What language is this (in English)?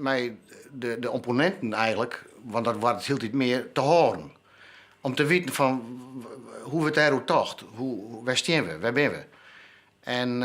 Western Frisian